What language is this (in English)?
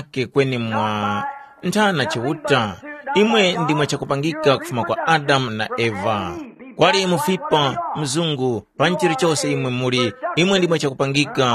Tumbuka